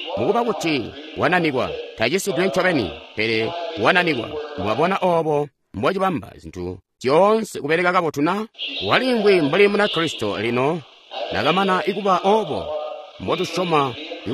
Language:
Tonga (Zambia)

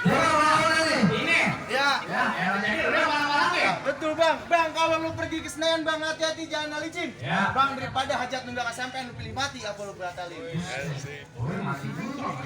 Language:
Betawi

